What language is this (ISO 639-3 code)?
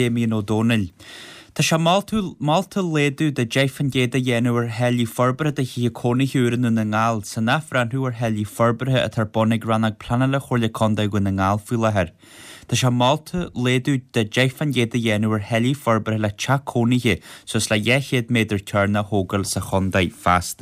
gle